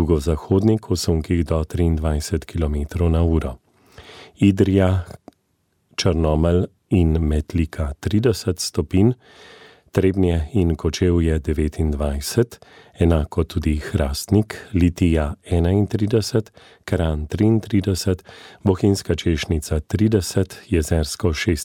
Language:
Slovenian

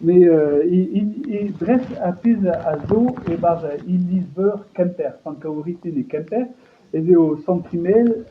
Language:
Breton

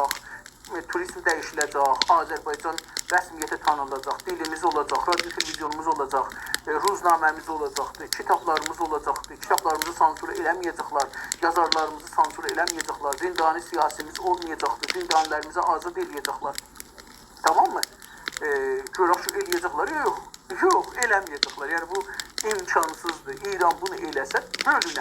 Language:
South Azerbaijani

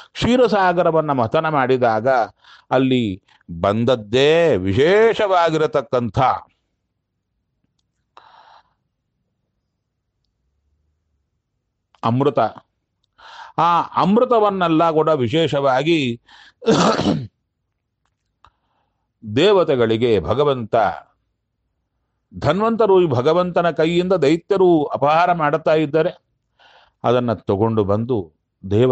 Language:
Kannada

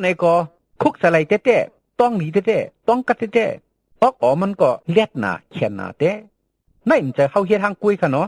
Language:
Shan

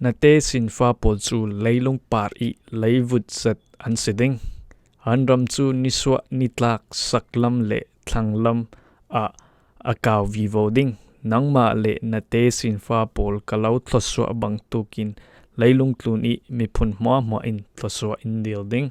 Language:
Falam Chin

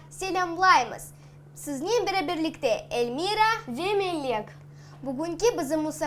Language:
Crimean Tatar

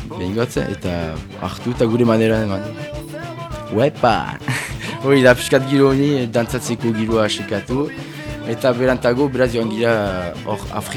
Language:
Basque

